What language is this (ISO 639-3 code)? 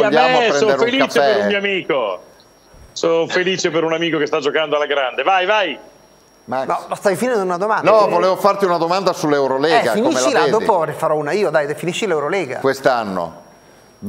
ita